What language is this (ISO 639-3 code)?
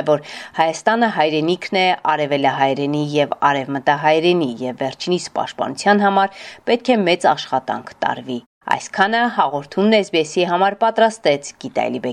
hye